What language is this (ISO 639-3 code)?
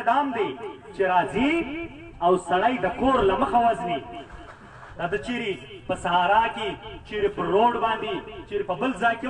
pus